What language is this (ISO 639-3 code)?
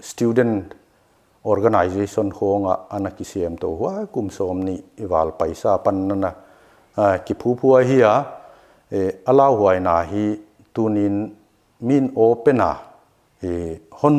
pck